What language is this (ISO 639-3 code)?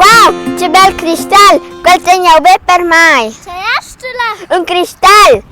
roh